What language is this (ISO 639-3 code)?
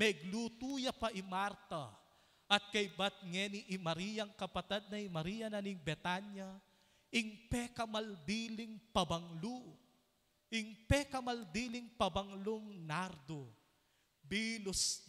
pam